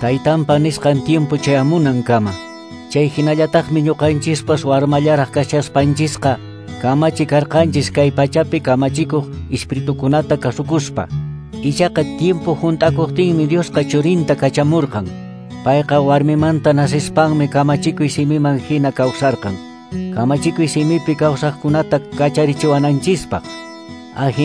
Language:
Quechua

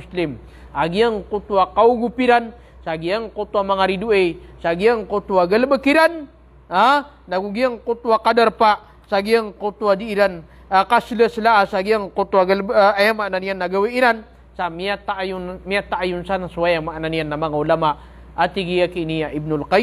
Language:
Maranao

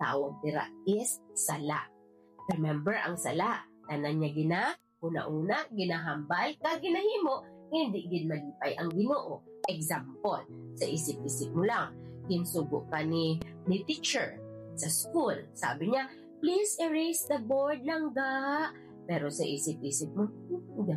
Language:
Hiligaynon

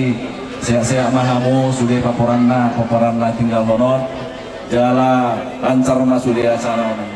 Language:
Batak Toba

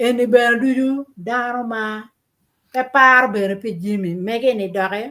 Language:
Acoli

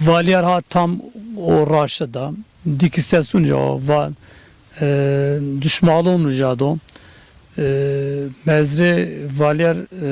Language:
Zaza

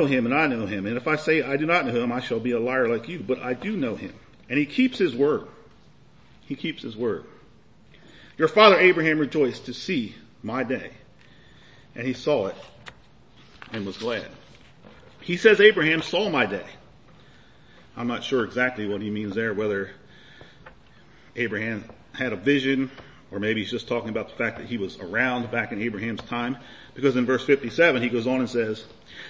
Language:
English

